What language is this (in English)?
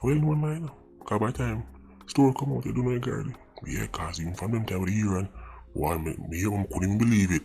Jamaican Creole English